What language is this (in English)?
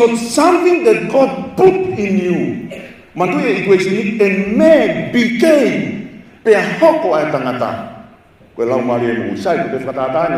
Tongan